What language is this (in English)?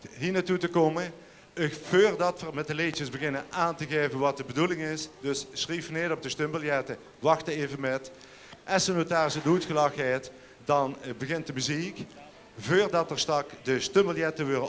Limburgish